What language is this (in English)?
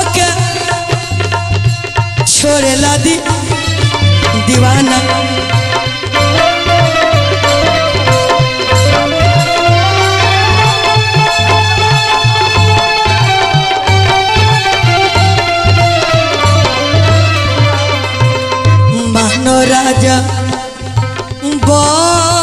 Bhojpuri